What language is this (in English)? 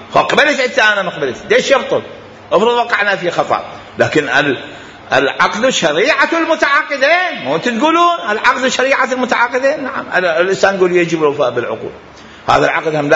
Mesopotamian Arabic